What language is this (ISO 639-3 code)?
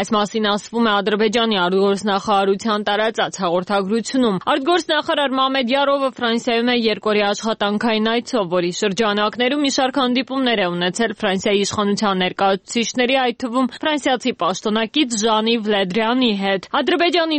hye